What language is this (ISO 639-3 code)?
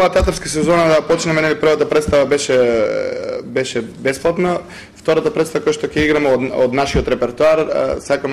mkd